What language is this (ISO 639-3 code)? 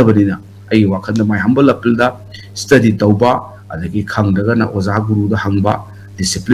mni